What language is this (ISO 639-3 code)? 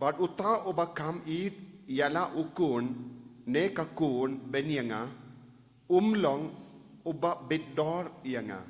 kha